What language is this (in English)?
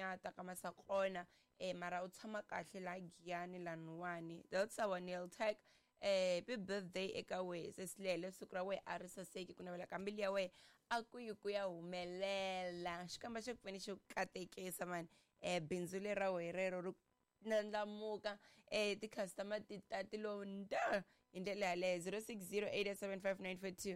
Tsonga